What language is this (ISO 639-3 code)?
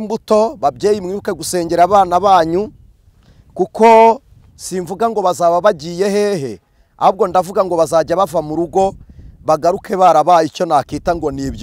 kin